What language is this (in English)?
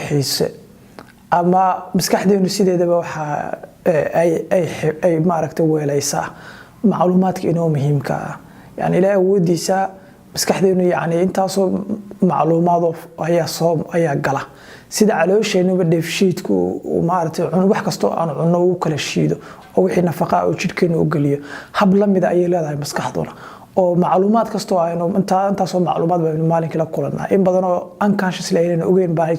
Somali